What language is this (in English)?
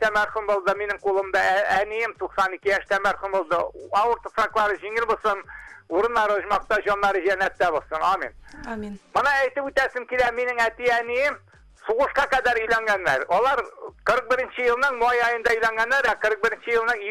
Bashkir